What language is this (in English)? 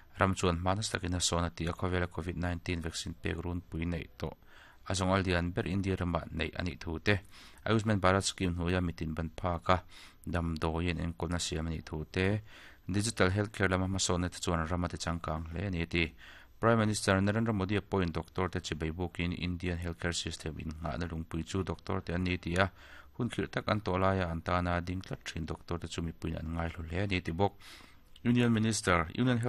Mizo